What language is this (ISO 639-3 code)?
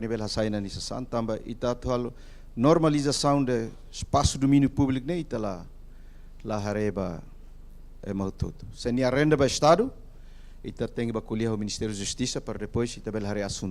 tet